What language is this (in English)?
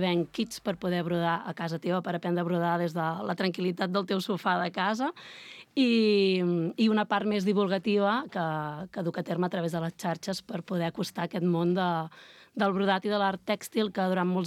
Catalan